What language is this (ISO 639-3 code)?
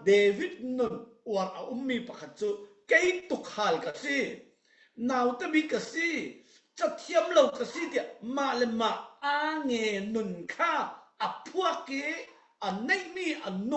cfm